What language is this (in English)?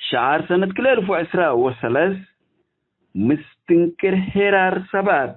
Tigre